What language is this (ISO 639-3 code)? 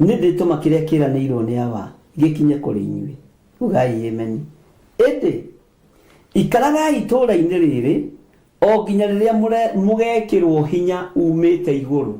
kik